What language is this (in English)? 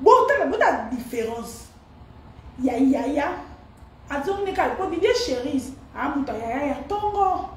Lingala